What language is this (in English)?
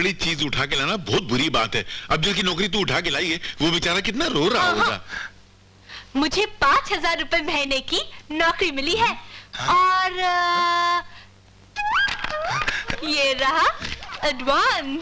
Hindi